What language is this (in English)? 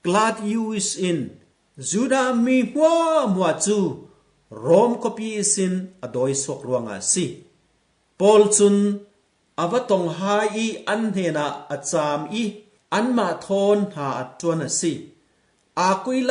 Falam Chin